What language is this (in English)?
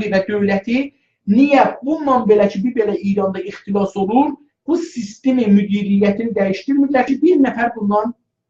South Azerbaijani